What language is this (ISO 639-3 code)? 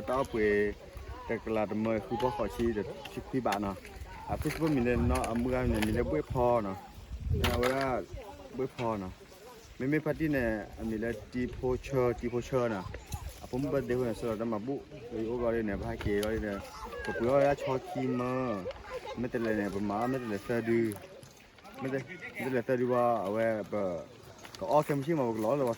ksw